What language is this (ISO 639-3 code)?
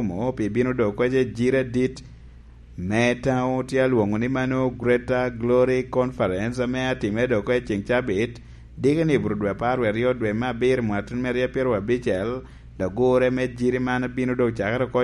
laj